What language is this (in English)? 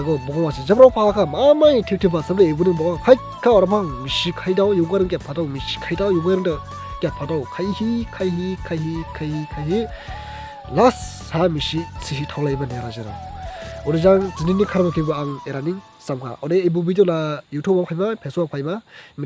Dimasa